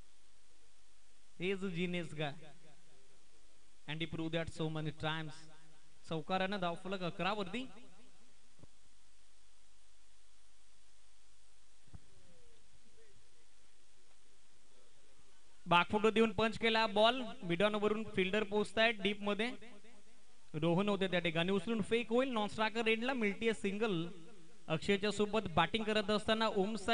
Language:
Marathi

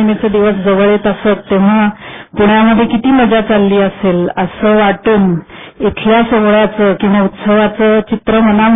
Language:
Marathi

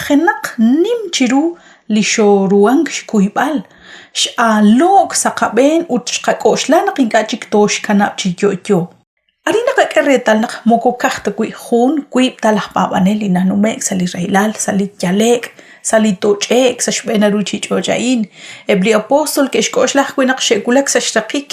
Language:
Kekchí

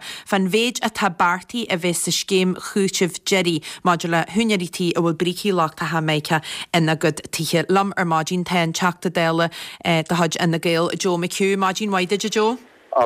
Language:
Irish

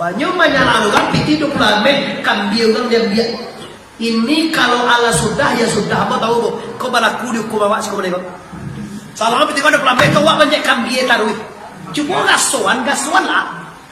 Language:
Minangkabau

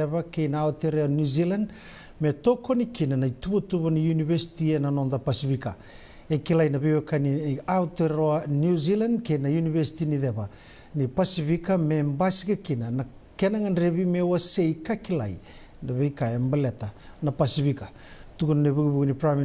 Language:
Fijian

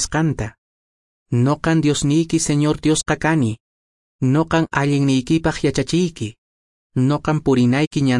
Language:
Quechua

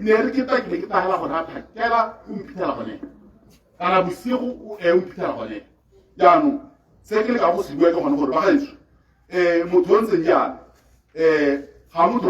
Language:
Tswana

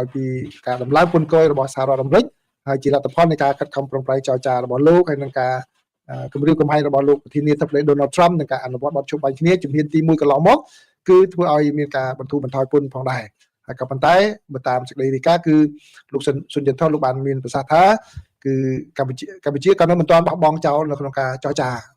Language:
Khmer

